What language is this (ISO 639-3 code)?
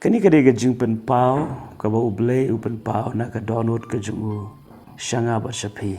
kha